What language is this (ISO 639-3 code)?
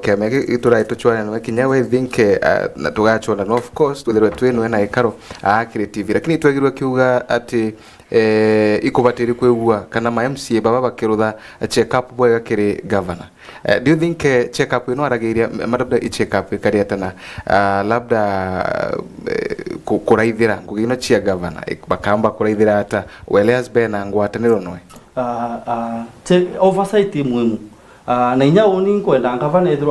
mer